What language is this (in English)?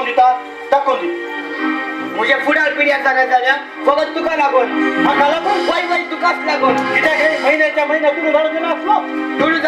Konkani